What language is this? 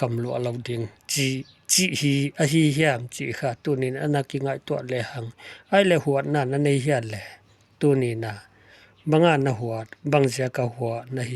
Paite Chin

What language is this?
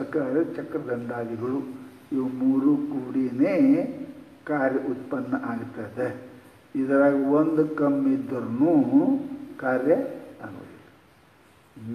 Kannada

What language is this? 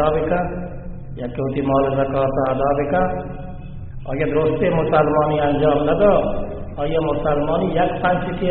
Baluchi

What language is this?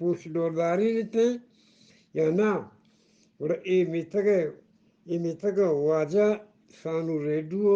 Eastern Balochi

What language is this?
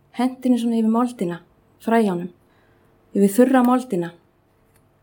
Icelandic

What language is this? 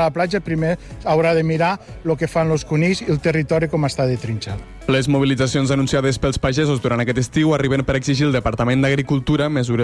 Catalan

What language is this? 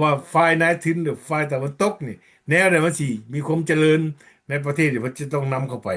Lao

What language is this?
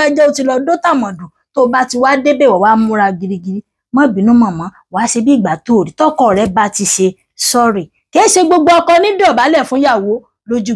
Yoruba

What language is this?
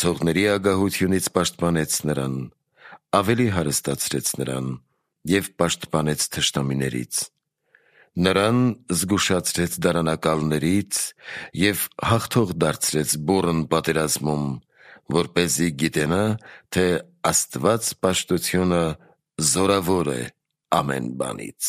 Armenian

